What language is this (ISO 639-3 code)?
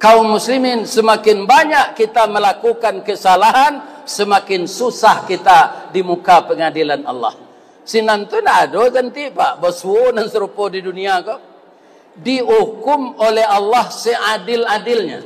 min